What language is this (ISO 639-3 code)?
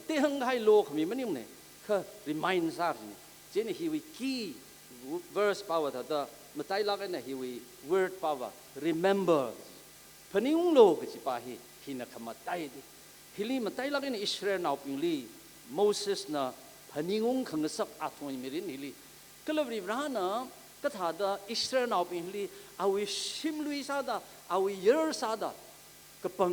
nmf